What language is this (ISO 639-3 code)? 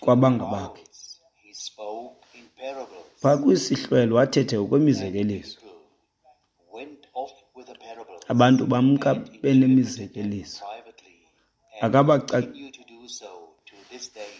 xho